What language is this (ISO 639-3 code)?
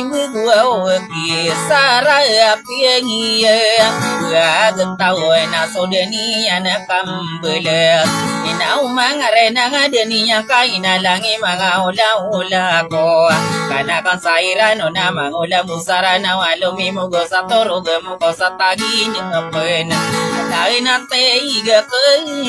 mrw